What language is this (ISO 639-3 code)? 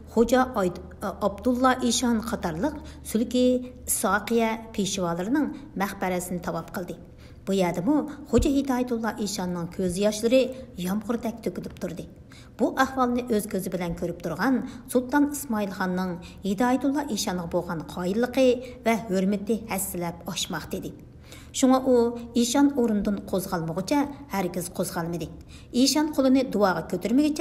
uig